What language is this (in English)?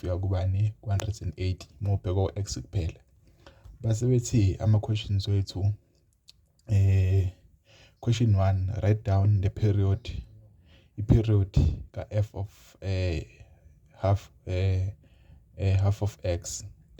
Zulu